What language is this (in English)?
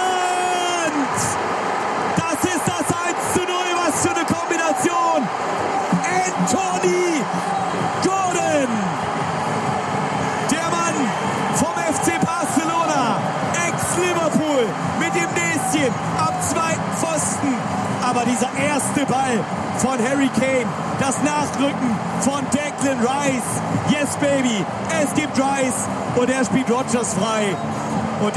German